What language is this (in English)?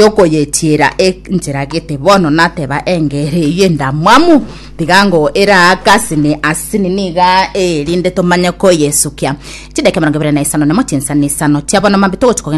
Gusii